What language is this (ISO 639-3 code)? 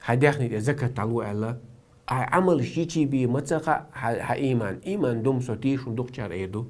che